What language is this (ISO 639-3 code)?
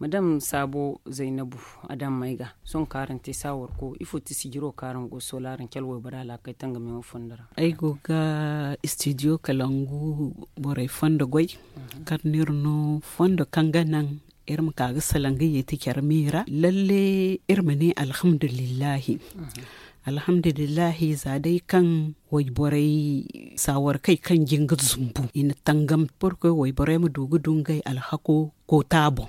dje